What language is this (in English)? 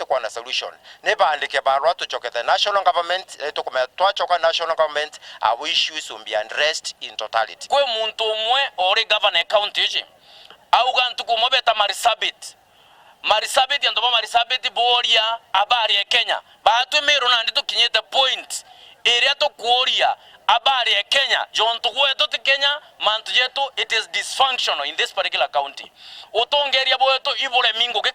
Meru